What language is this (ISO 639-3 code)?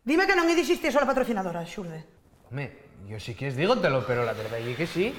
ast